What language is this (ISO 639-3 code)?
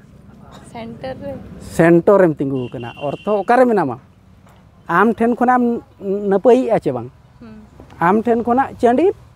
sat